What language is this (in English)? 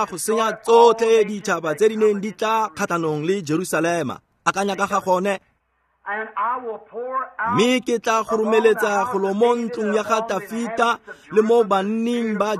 Tswana